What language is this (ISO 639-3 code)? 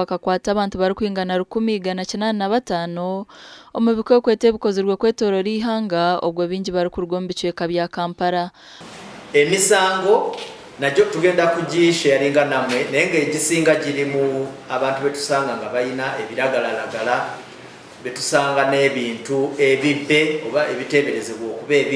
nyn